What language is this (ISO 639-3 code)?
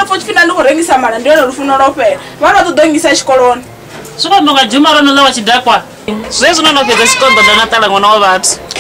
ven